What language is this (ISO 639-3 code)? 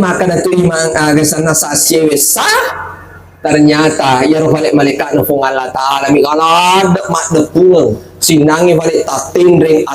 bug